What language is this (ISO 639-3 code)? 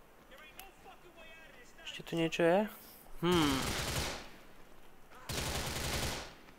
slk